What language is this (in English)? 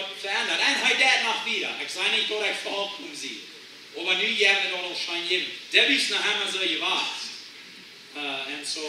Plautdietsch